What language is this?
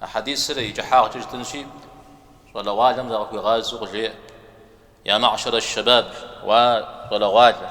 Kabardian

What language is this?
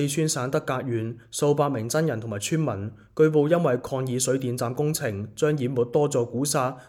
Cantonese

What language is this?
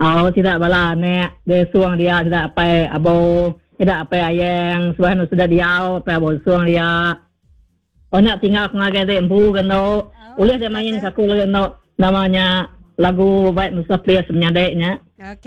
Iban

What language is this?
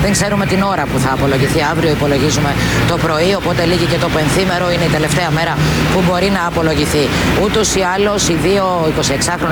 Greek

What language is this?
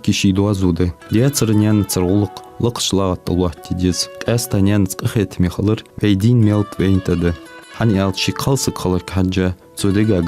Ingush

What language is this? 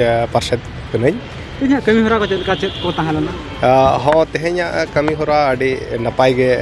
Santali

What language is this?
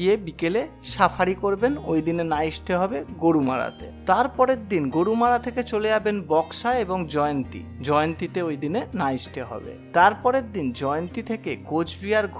Bangla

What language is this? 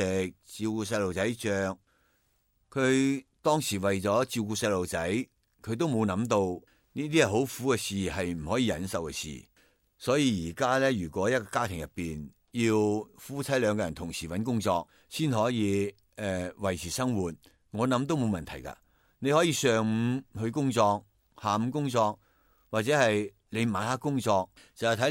Cantonese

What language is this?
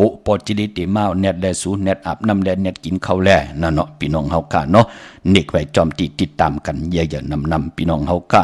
Shan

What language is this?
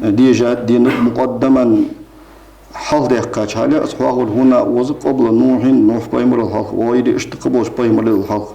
Ingush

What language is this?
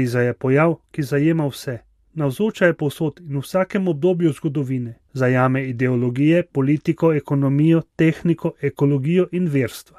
Slovenian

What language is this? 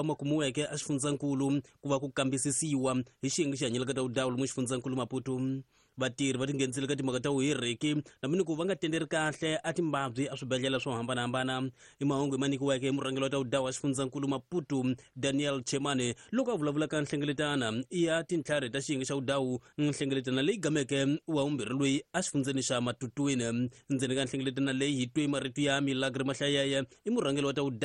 Tsonga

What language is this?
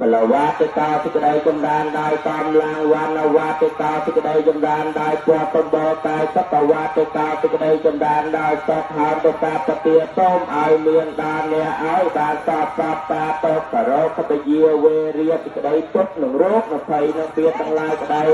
Khmer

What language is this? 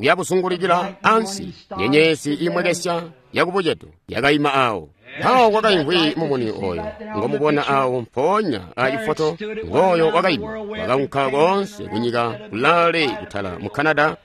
Tonga (Zambia)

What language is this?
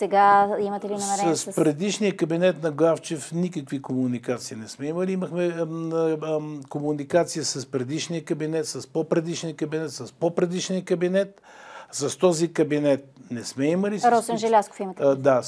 Bulgarian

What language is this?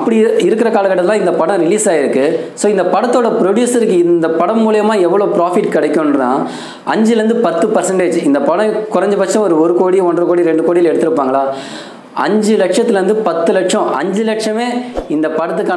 Tamil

